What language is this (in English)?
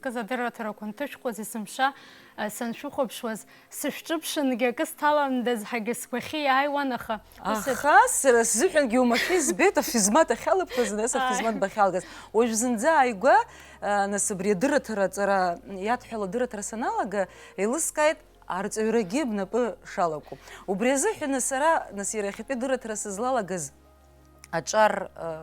Abkhazian